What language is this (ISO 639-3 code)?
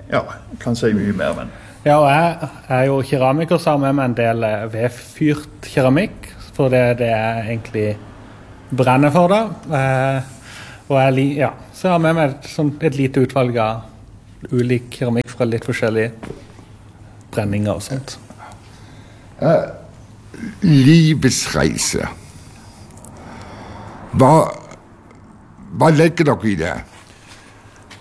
nor